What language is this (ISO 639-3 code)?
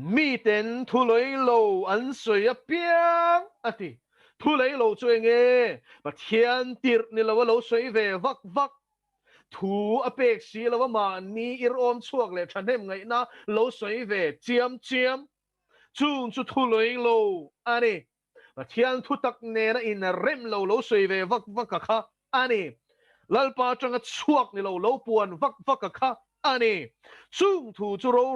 lus